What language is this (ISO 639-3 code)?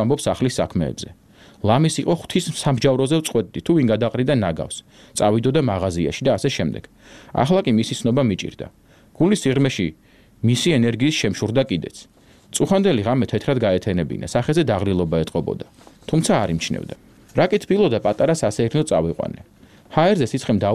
kat